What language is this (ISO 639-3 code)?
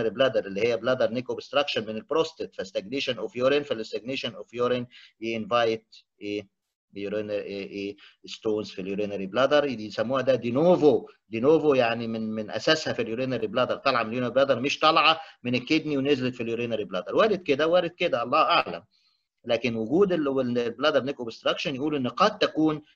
arz